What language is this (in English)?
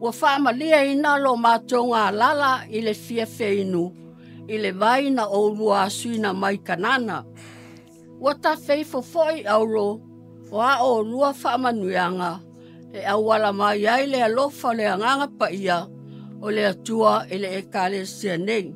Samoan